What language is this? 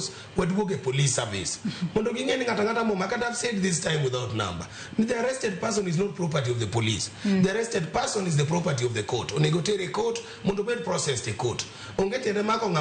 Luo (Kenya and Tanzania)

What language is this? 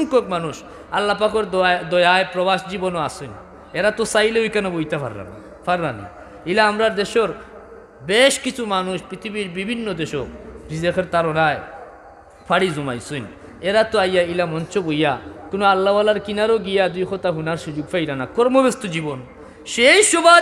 Sylheti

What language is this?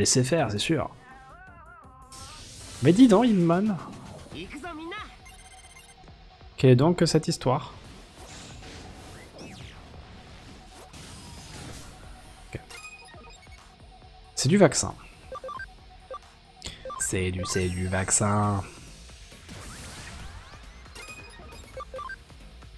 French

